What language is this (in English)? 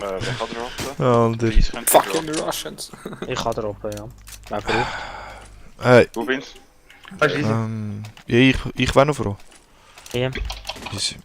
Swiss German